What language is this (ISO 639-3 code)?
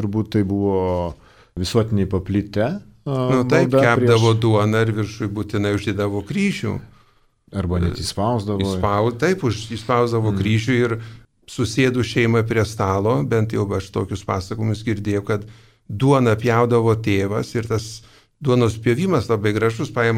lit